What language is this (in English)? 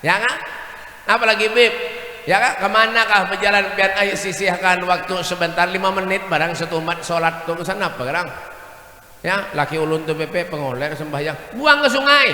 Banjar